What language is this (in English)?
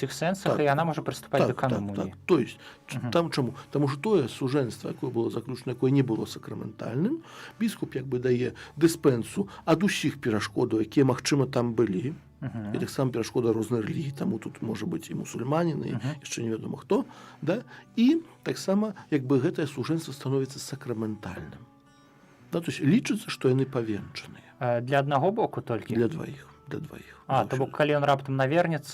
Belarusian